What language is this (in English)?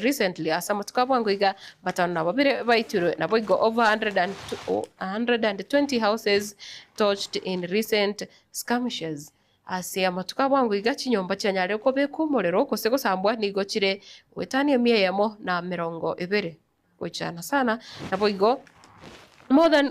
Gusii